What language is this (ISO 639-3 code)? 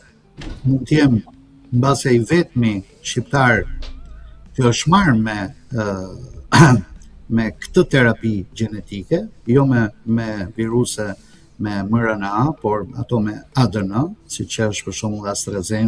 sqi